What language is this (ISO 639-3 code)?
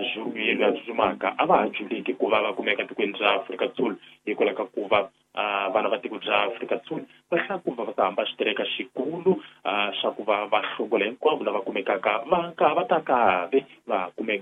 tso